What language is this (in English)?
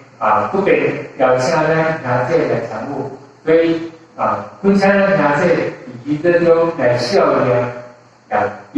Min Nan Chinese